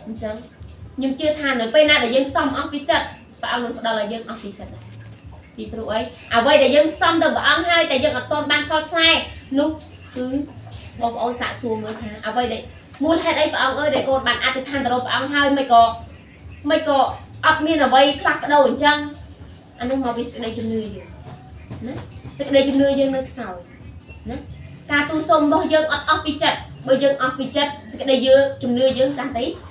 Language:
Khmer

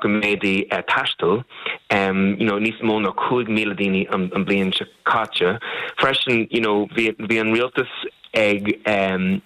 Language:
Irish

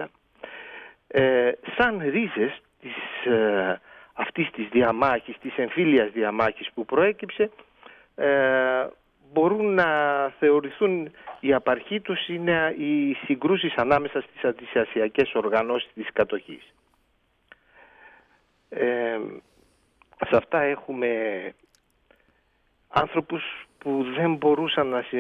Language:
Greek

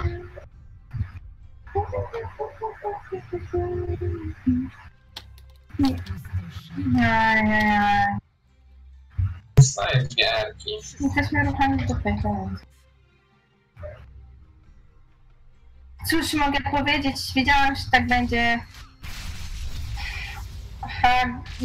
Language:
Polish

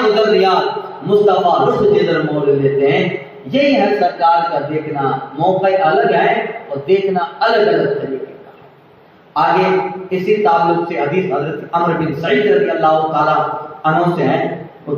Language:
Urdu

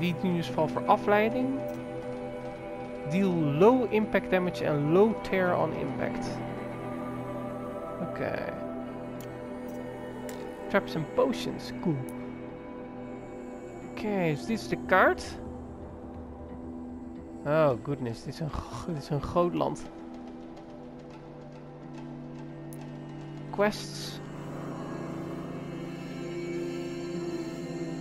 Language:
Dutch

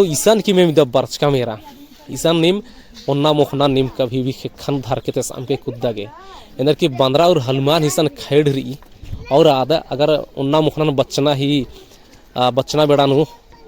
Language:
Kurukh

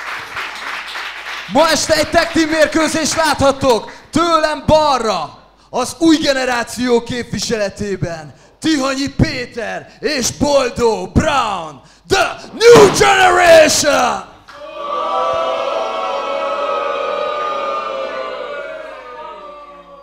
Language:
Hungarian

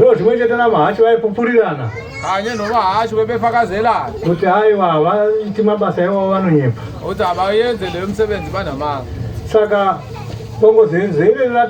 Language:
Shona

